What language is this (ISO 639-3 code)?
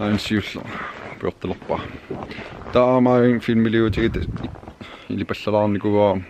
kal